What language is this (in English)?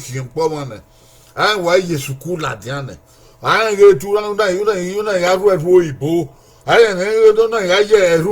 Bini